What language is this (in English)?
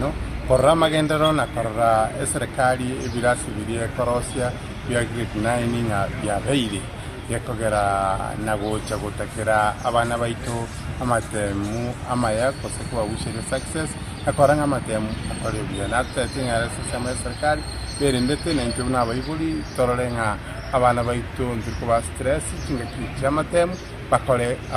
Gusii